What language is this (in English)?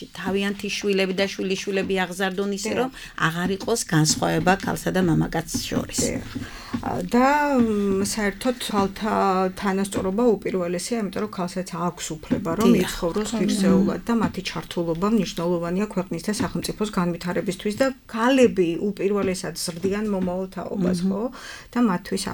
Georgian